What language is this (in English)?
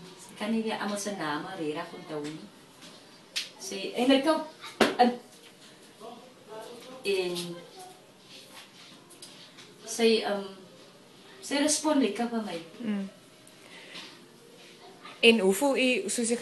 Afrikaans